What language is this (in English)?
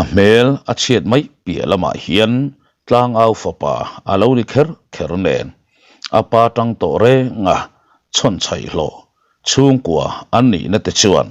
Mizo